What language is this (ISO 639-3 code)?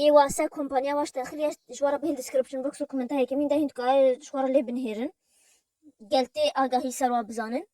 kur